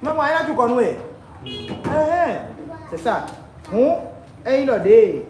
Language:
Fon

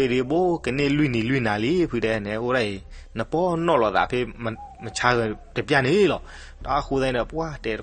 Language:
S'gaw Karen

